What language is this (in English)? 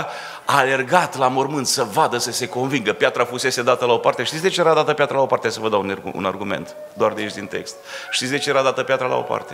Romanian